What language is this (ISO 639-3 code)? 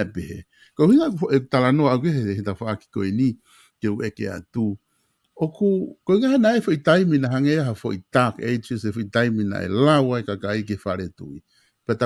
ton